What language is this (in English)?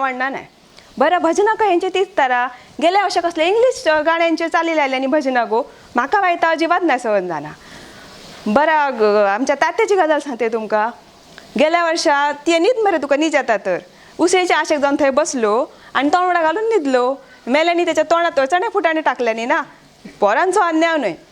Konkani